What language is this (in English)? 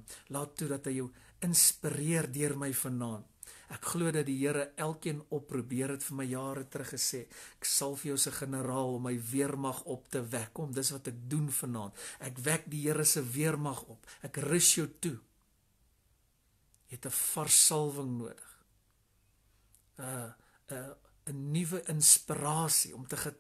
Afrikaans